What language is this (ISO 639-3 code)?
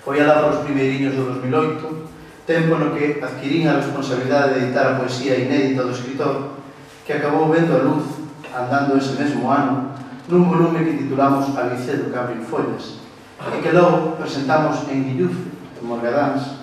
glg